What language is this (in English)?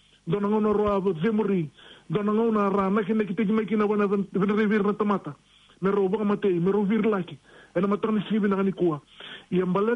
Fijian